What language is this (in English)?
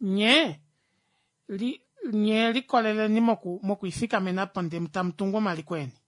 Kuanyama